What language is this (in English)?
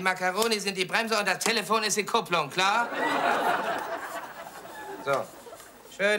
German